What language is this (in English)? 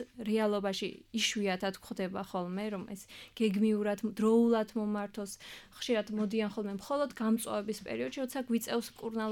Georgian